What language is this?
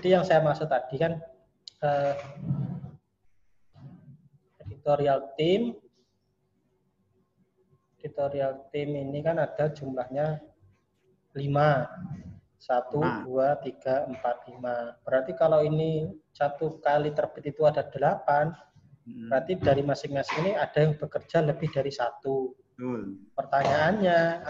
Indonesian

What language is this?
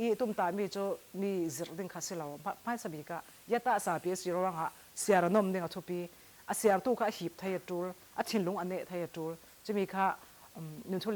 Falam Chin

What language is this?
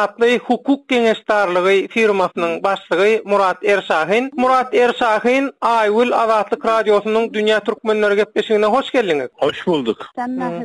Turkmen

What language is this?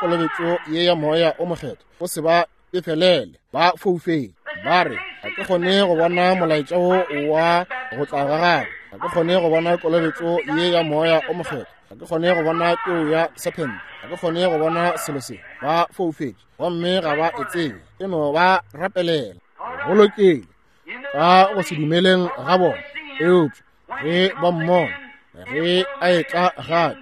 Northern Sotho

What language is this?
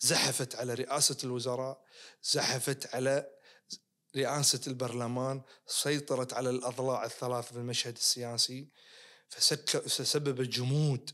Najdi Arabic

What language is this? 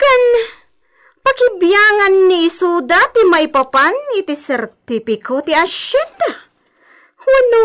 Iloko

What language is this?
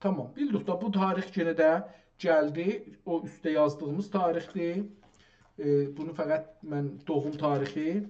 South Azerbaijani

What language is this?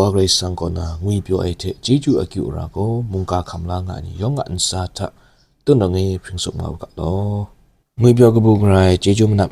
Kachin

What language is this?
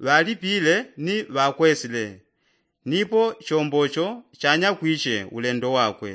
Yao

